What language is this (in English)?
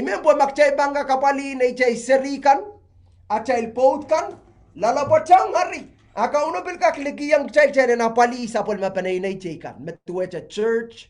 Pohnpeian